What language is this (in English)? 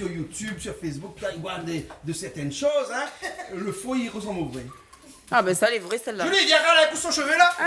Réunion Creole French